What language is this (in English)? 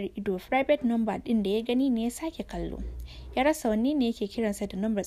Hausa